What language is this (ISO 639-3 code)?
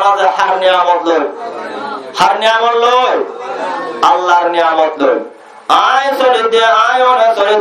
rhg